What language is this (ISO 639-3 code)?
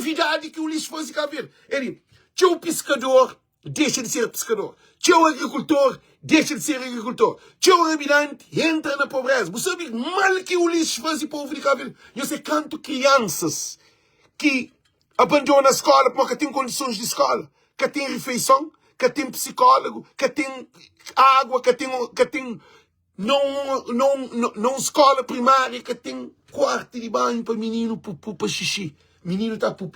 kea